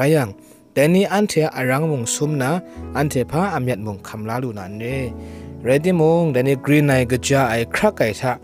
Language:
Kachin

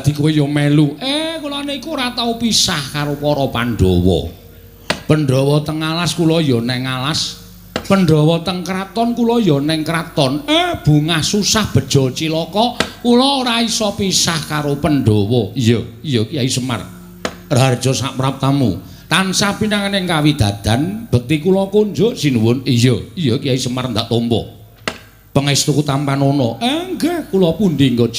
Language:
Javanese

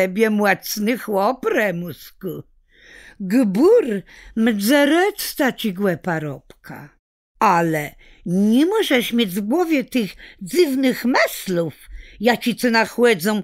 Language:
Kashubian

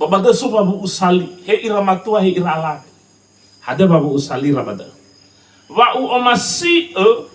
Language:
Nias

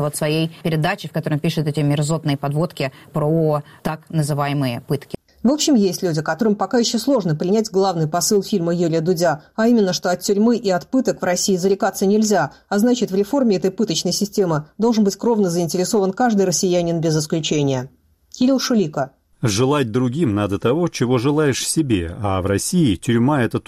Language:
Russian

